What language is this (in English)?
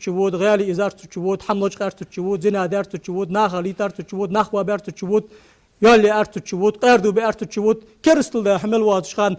Ingush